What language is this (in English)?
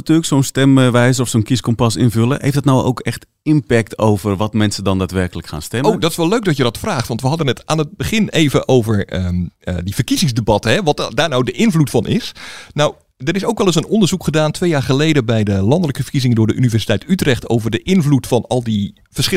Dutch